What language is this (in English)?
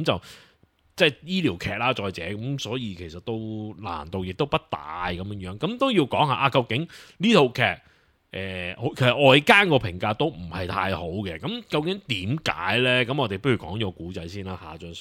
Cantonese